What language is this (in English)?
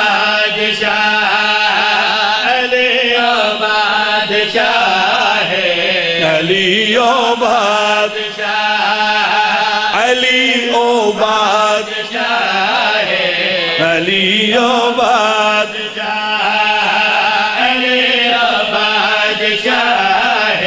Urdu